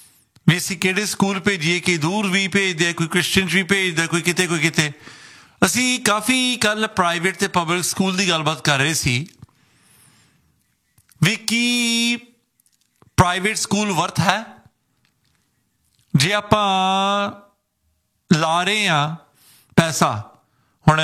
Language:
Punjabi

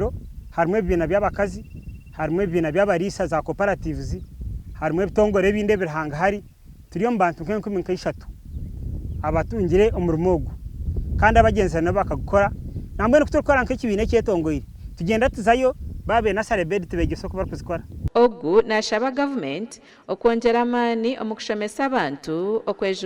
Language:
Nyankole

